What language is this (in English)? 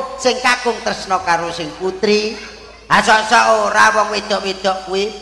Javanese